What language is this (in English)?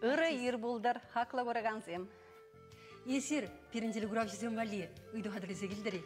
Chuvash